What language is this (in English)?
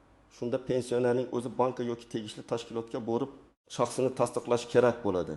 Uzbek